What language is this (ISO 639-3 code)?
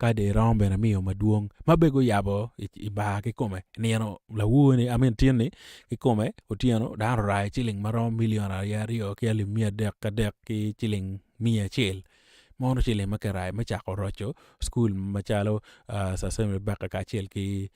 ach